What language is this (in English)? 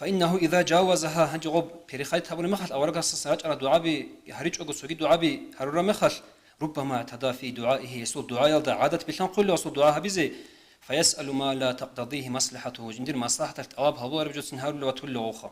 Avaric